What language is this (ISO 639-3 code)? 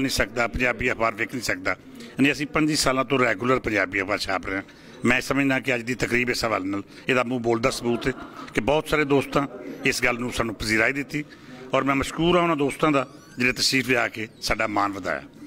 lah